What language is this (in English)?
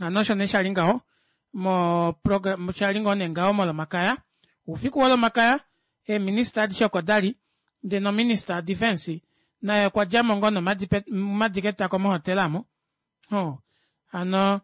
Kuanyama